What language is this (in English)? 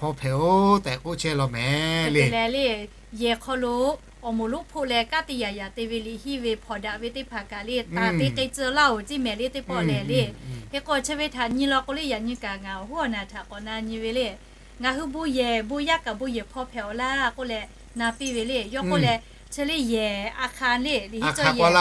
Lahu